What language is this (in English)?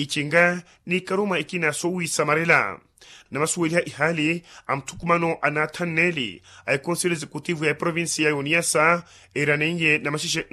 Makhuwa